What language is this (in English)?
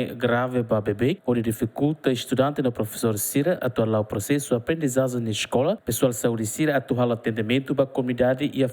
Tetum